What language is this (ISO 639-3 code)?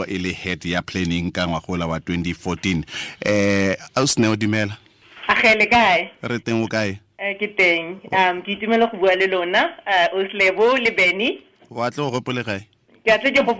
tsn